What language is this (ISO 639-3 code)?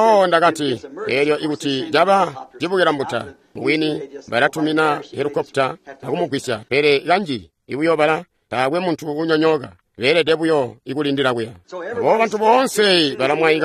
toi